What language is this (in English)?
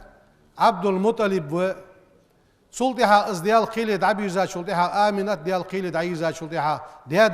Ingush